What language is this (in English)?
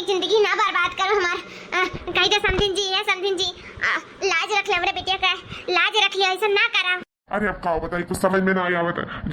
Awadhi